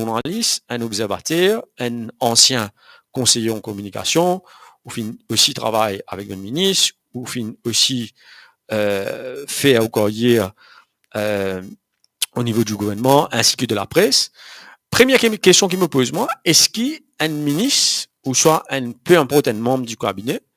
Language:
Morisyen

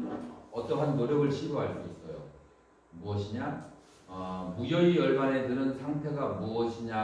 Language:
Korean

